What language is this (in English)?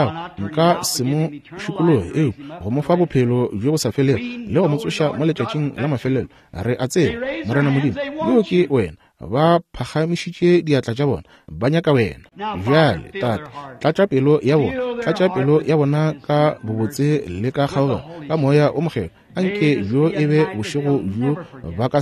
Northern Sotho